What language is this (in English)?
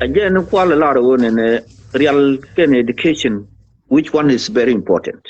Nuer